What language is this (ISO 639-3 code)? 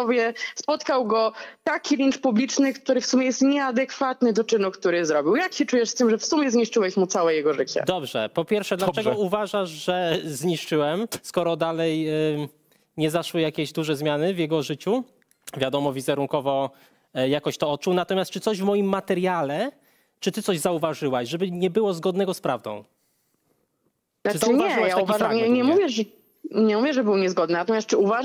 pol